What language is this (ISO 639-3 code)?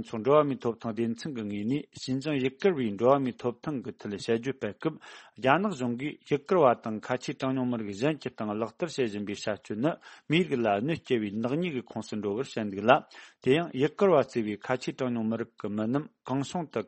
bod